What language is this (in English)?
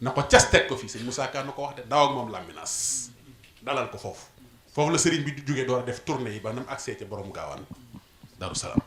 Wolof